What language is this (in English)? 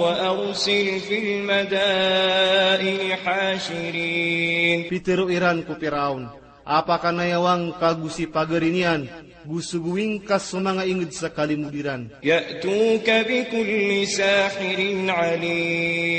Maranao